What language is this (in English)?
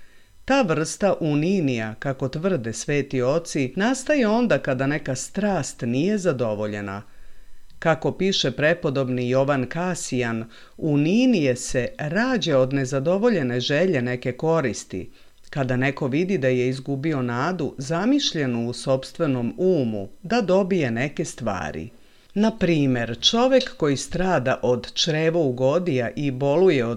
Serbian